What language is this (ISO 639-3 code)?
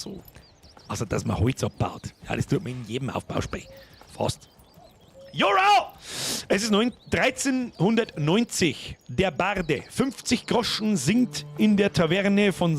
bar